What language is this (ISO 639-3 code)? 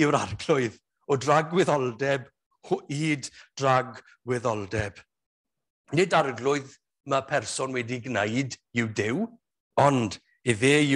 cym